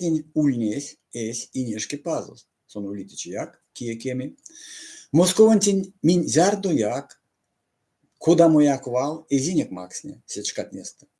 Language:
Erzya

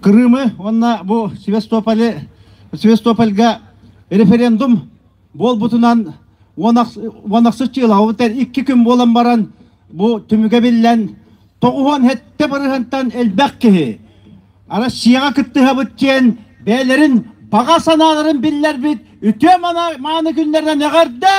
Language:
Yakut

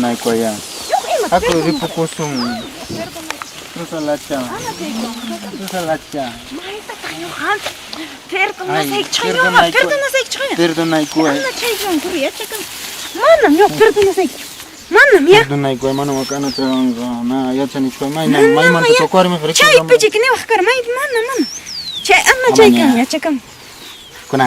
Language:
Ayacucho Quechua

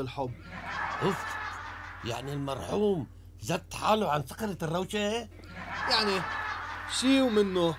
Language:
North Levantine Arabic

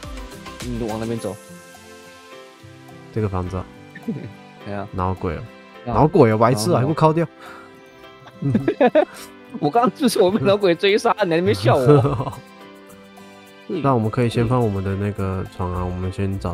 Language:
Chinese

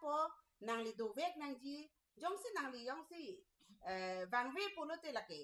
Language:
Karbi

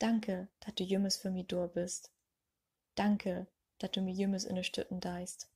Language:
Low German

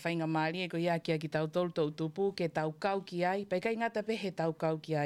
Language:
Tongan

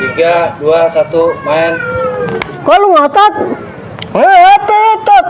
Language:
Betawi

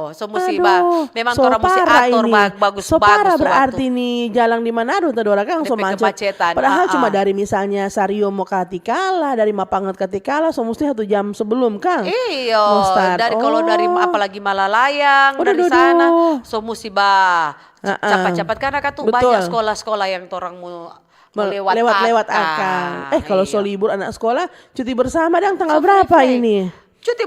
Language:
Manado Malay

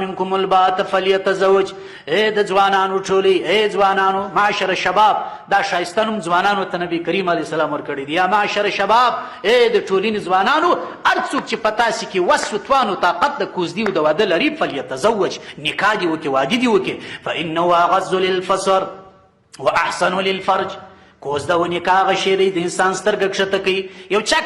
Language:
Pashto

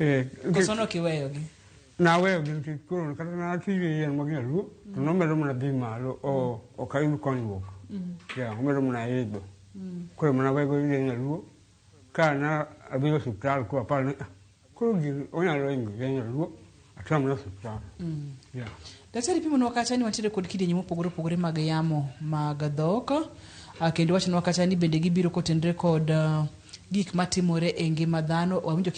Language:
Luo (Kenya and Tanzania)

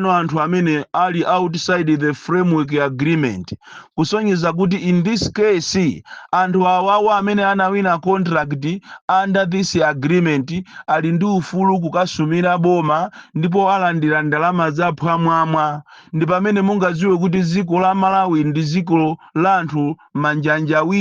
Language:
Nyanja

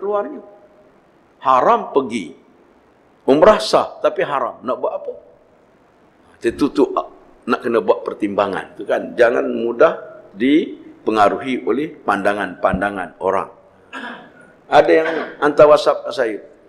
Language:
Malay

